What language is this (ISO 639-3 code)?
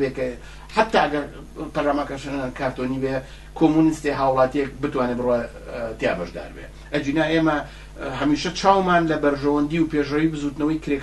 ckb